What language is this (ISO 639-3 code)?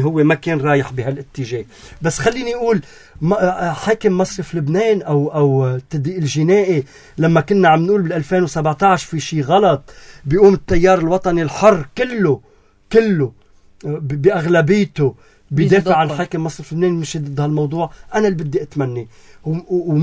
apc